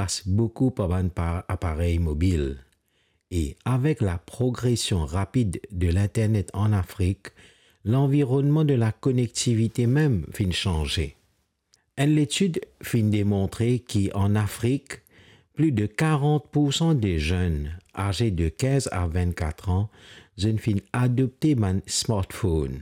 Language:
Morisyen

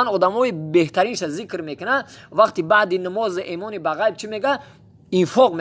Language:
Tajik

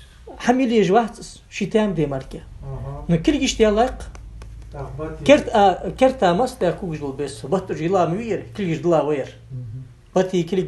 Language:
Ingush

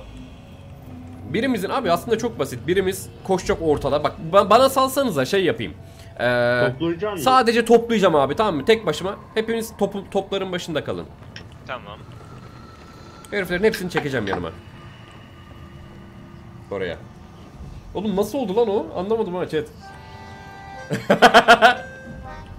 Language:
Turkish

